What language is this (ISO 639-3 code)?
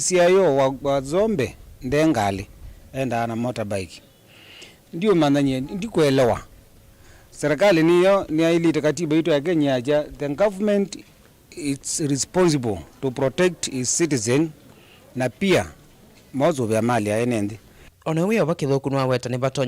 kam